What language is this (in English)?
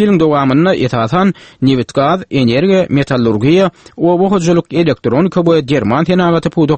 Turkmen